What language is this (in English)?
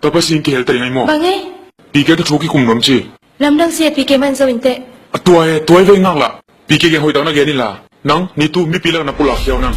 Tedim Chin